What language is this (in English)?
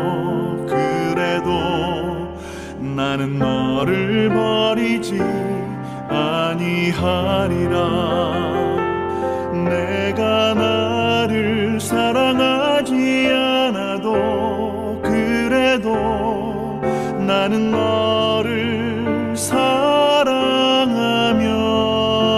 Korean